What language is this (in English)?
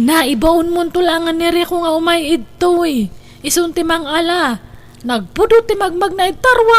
Iloko